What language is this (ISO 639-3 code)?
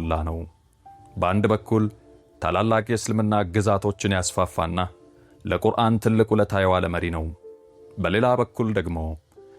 amh